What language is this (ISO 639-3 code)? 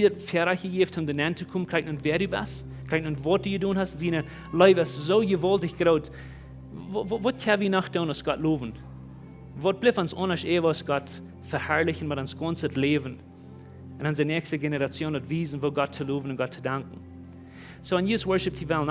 pdt